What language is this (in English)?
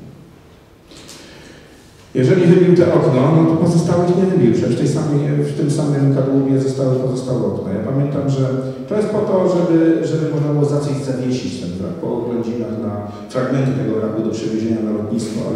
Polish